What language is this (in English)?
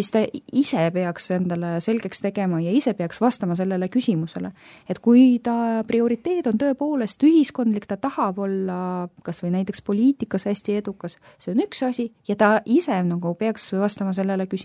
Estonian